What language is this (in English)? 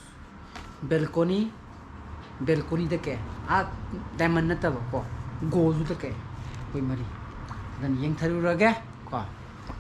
Manipuri